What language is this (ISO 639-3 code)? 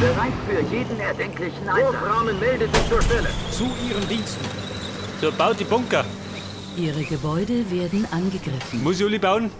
bar